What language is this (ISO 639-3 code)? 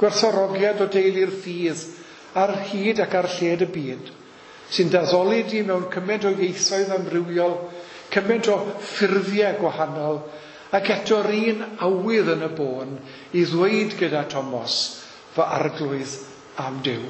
cym